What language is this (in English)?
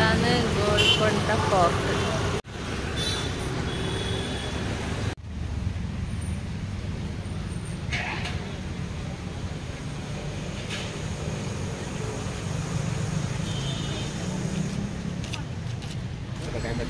Malayalam